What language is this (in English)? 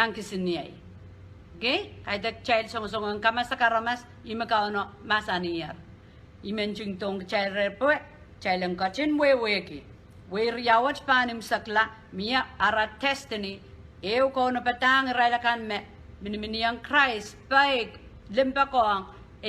Pohnpeian